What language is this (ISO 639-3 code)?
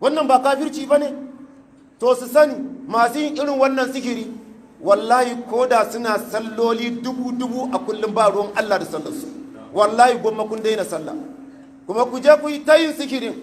hau